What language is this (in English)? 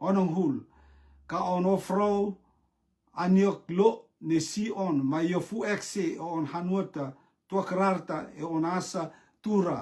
Rotuman